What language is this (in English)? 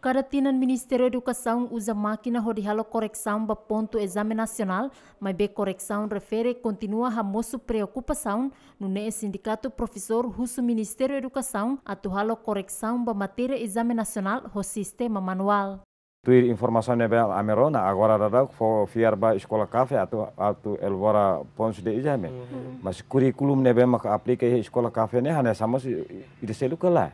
Tetum